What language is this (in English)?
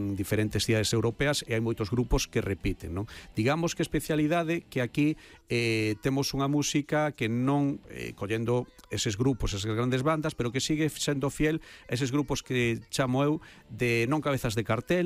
Galician